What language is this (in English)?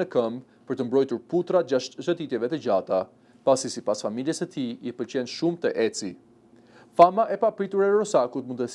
Albanian